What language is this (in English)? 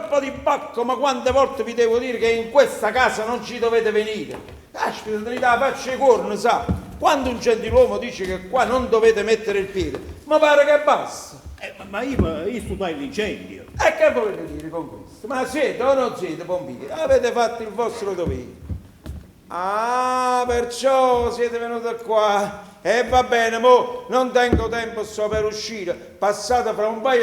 Neapolitan